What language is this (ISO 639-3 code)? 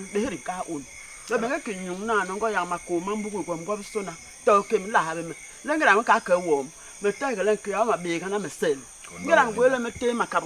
bas